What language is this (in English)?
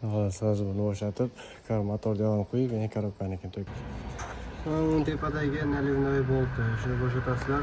Uzbek